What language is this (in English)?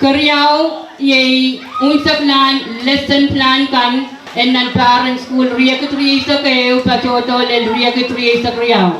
Pohnpeian